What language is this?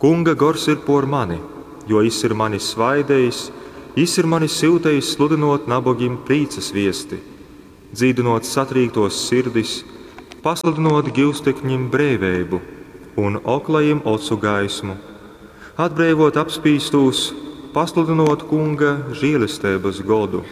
Latgalian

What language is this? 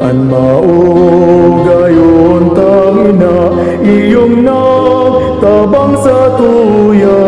Bikol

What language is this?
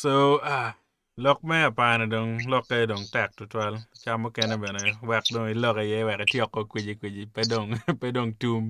Acoli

